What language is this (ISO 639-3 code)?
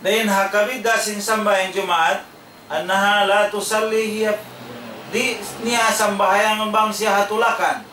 tsg